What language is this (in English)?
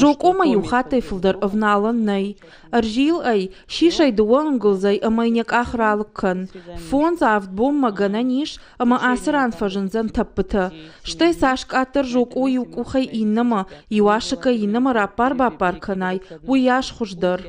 Ossetic